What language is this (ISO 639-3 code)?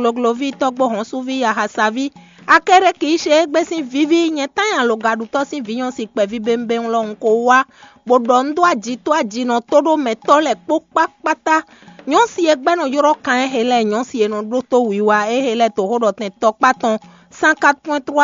fon